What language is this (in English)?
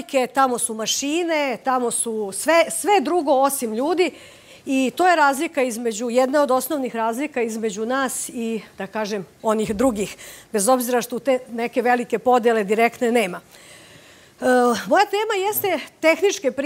Serbian